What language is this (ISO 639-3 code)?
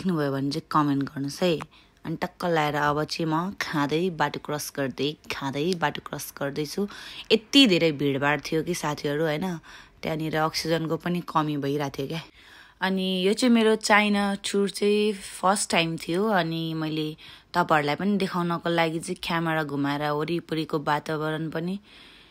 nep